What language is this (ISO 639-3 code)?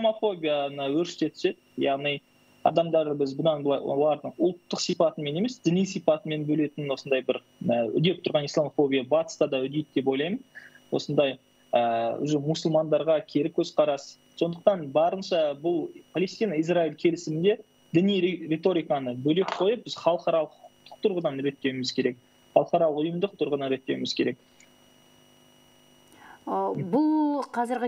kaz